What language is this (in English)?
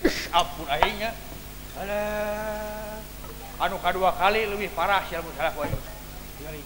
Sundanese